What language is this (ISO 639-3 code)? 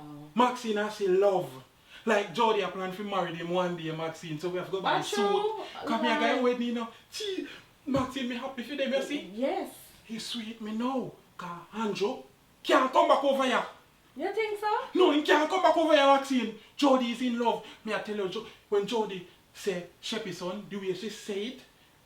jam